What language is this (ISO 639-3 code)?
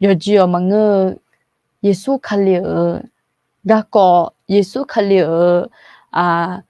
ahk